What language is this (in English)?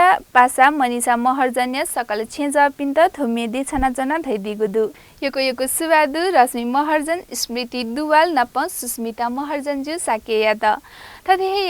Newari